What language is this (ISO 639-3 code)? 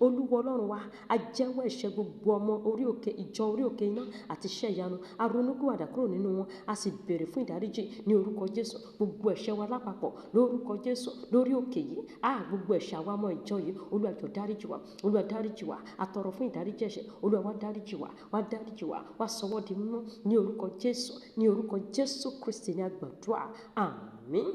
yor